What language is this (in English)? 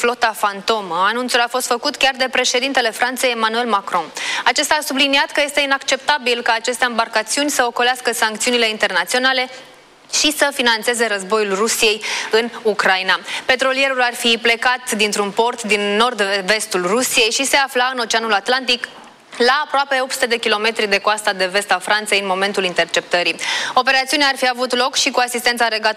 Romanian